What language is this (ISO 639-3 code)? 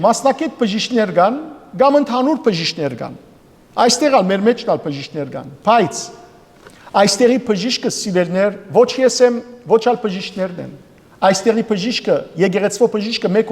hyw